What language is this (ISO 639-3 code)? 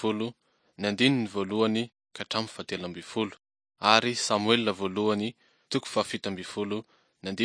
mlg